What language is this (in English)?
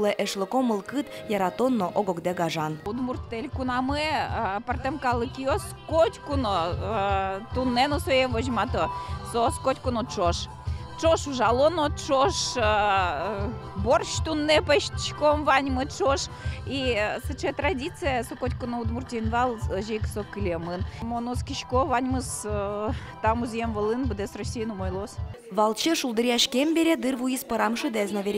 Udmurt